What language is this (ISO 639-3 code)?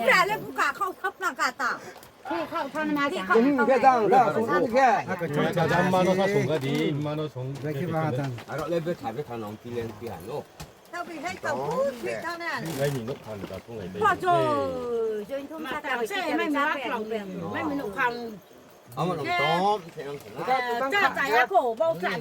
ria